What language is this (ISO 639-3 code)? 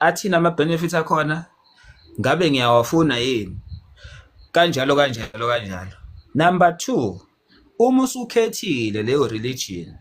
zul